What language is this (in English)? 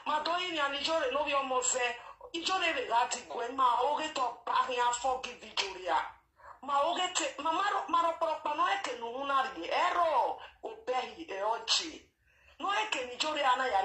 Nigerian Pidgin